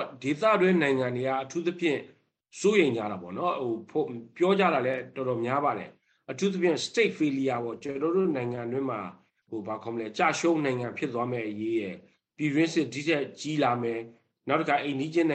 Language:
Burmese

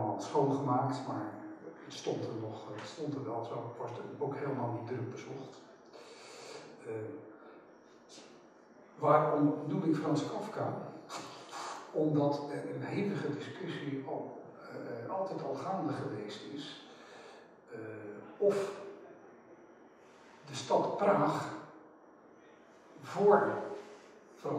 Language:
Dutch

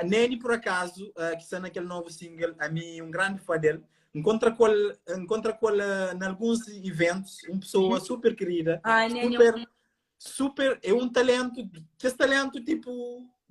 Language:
Kabuverdianu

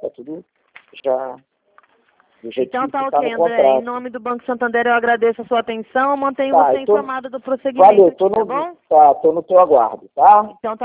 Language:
Portuguese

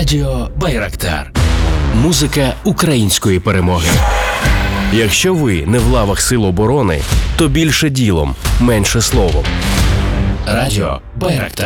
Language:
Ukrainian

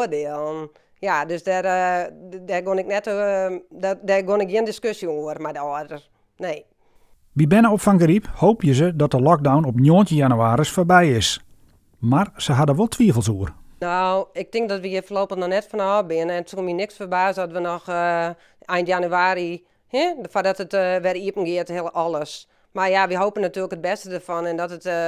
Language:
Western Frisian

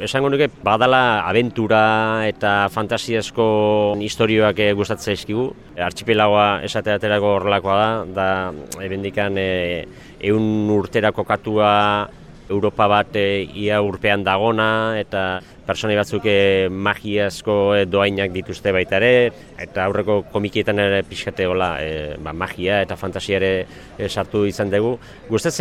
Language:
Basque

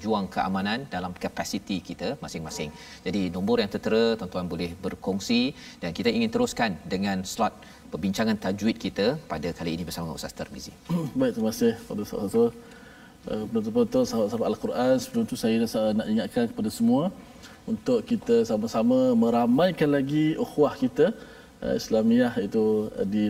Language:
Malay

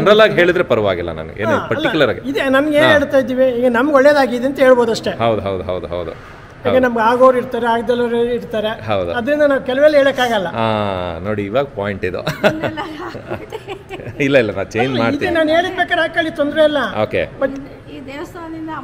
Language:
Kannada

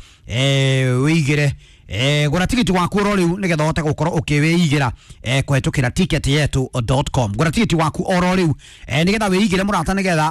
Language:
Kikuyu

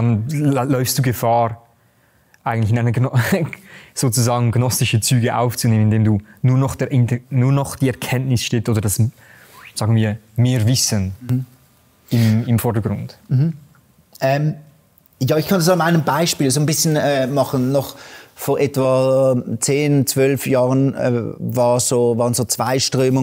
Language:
Swiss German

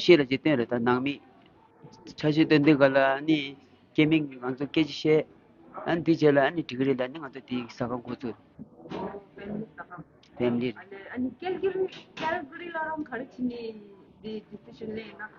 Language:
Tibetan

